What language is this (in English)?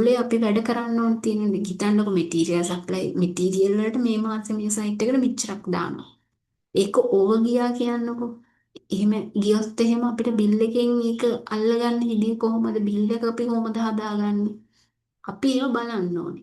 Sinhala